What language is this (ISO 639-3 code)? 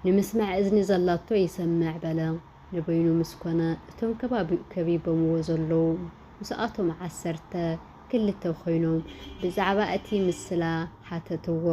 tir